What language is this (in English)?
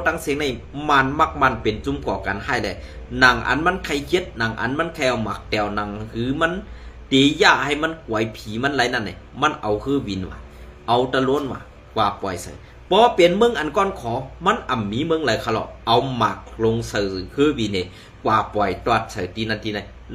Shan